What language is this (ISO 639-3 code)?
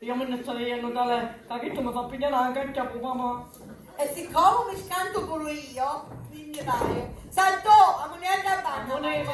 scn